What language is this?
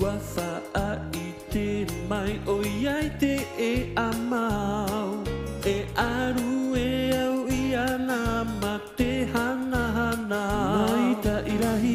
Tahitian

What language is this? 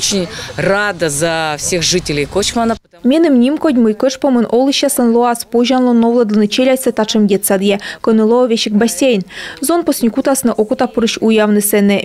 Komi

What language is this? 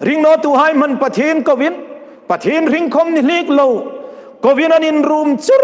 Hmar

